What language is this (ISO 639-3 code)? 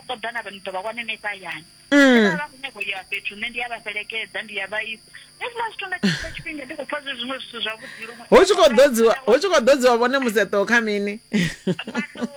ven